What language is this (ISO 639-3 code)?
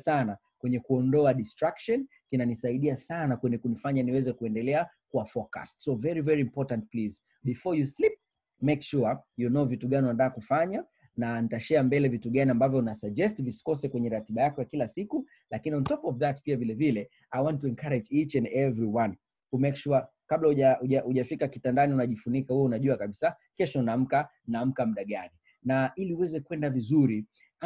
swa